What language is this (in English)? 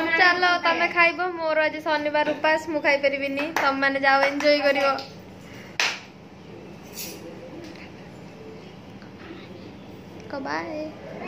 Odia